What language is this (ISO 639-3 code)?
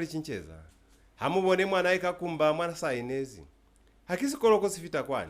loz